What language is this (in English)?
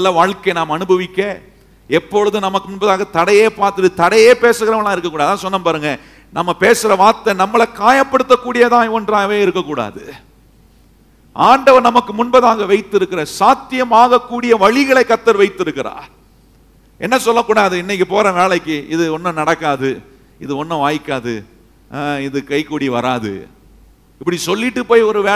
Tamil